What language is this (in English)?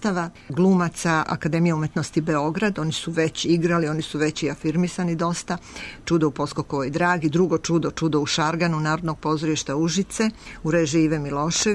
Serbian